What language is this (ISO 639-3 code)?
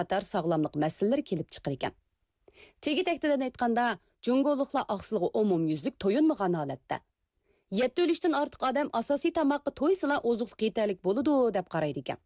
uig